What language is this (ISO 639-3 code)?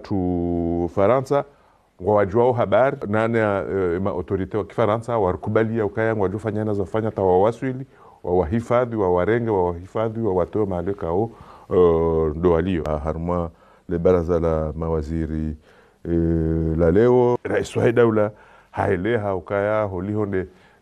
zdj